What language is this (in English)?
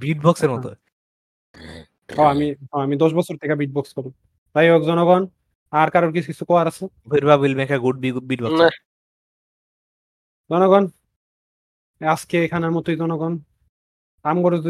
Bangla